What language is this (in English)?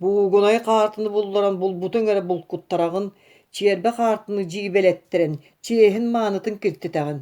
Yakut